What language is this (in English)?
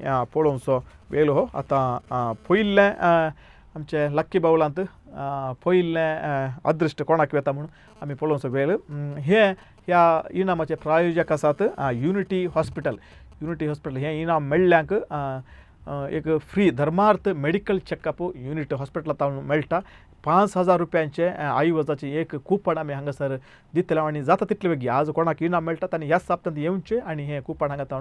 Konkani